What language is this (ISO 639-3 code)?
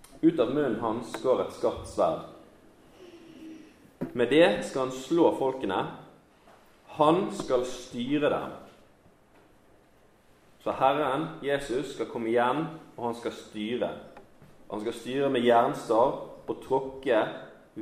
nor